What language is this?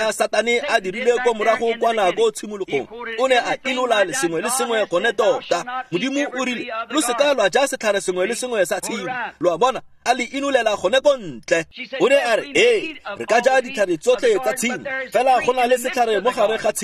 Tswana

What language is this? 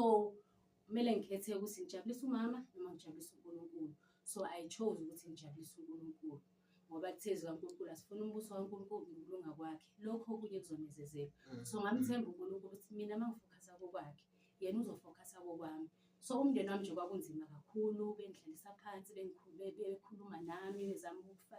Zulu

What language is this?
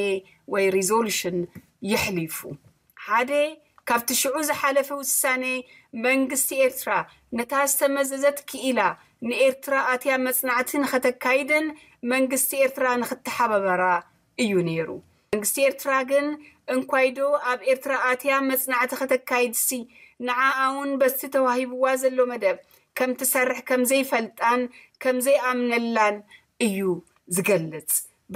Tigrinya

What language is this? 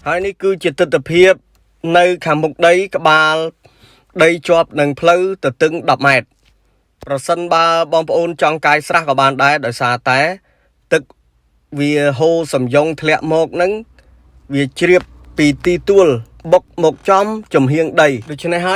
Khmer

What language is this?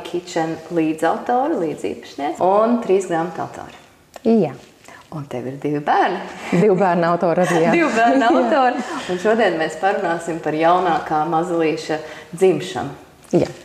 Latvian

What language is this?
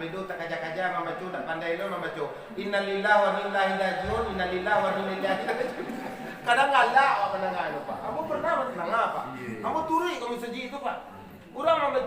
Minangkabau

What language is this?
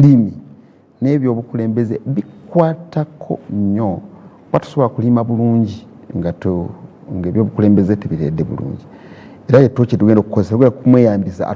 Ganda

